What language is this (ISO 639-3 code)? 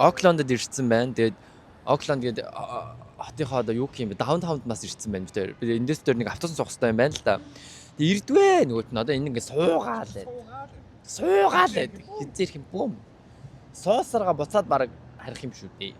mon